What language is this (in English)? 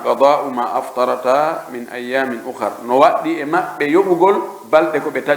Pular